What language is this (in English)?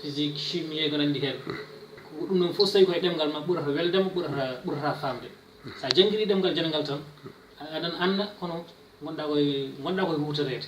Fula